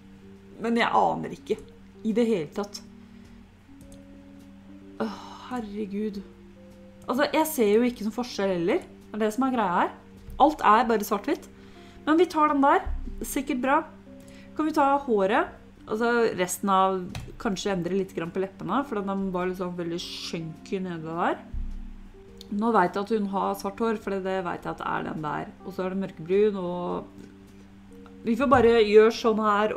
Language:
Norwegian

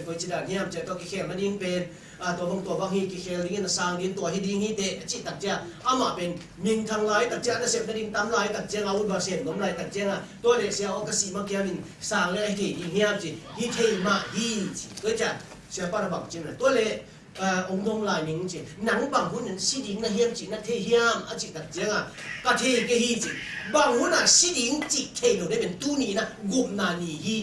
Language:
Tedim Chin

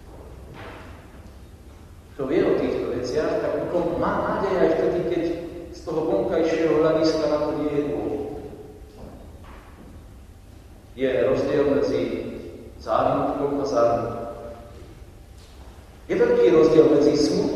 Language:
Slovak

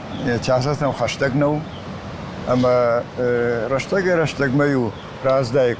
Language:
Ossetic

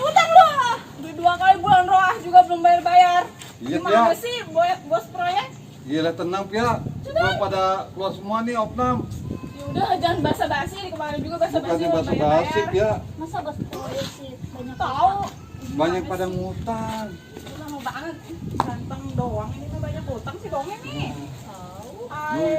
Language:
Betawi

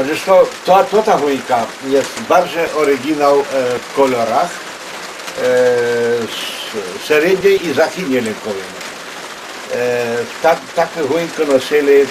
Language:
Rusyn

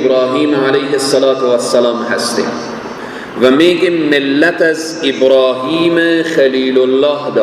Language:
Persian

